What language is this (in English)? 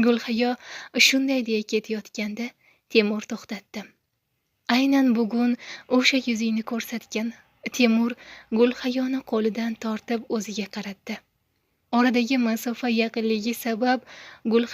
Uzbek